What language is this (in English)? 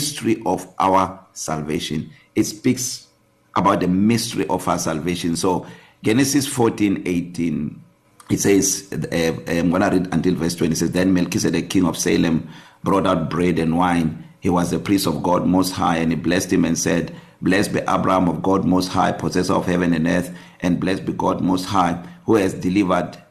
English